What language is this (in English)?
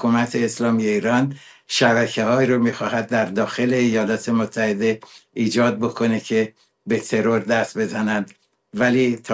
Persian